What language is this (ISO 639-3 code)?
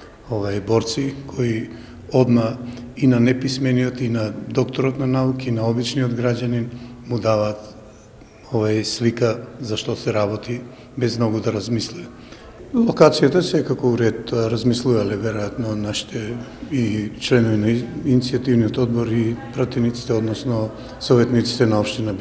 mkd